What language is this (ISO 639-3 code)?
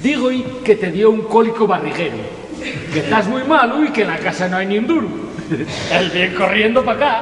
ast